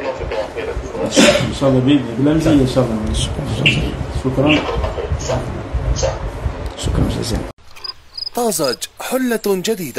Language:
Algerian Arabic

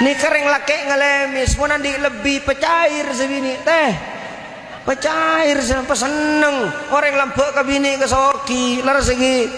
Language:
Madurese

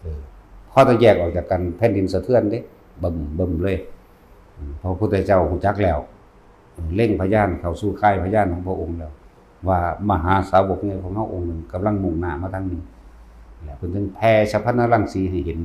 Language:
Northeastern Thai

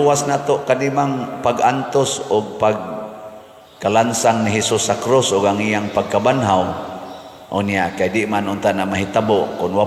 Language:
Cebuano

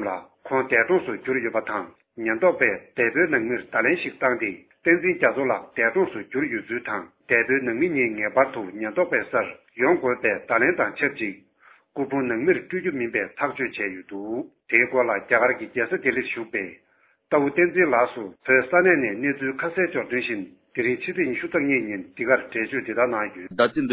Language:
Tibetan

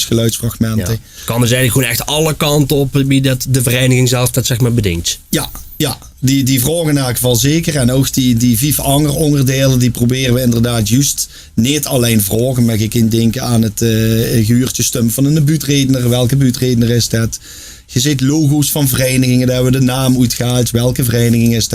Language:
Limburgish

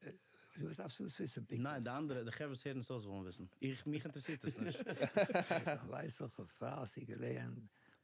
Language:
Yiddish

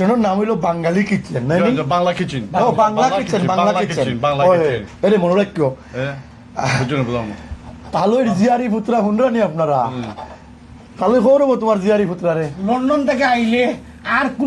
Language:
Sylheti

